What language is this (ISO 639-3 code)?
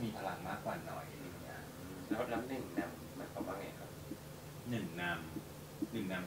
tha